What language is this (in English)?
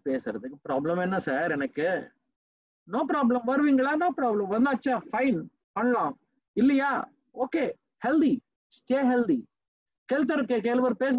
Tamil